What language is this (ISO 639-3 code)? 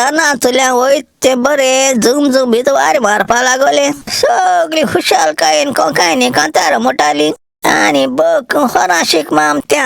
kok